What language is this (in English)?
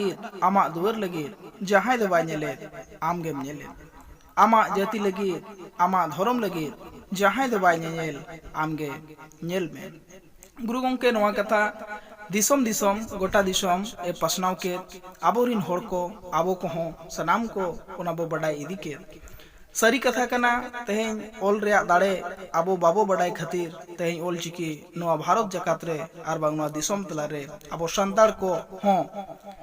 Santali